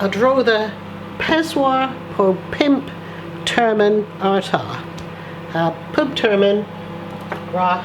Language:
Cornish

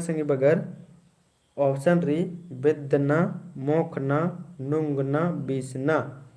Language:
Kurukh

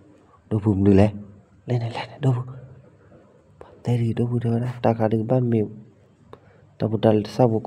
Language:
S'gaw Karen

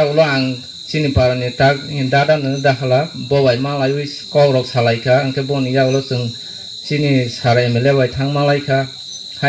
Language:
Kok Borok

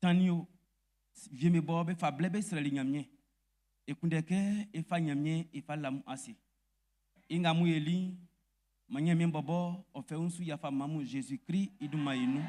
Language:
Baoulé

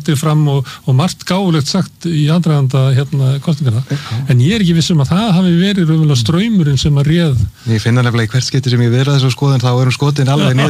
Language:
Icelandic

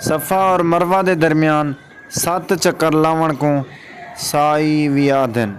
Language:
Saraiki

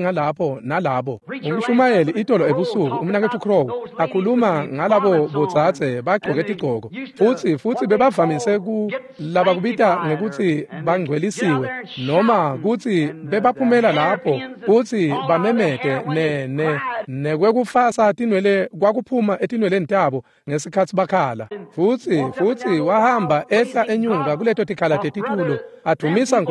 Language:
Swati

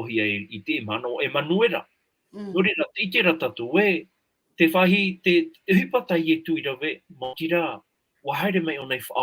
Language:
Tahitian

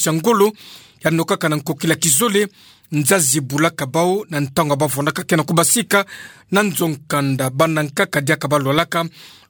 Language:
Kituba (Democratic Republic of Congo)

